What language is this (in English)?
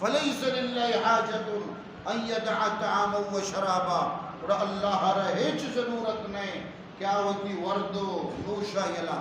Eastern Balochi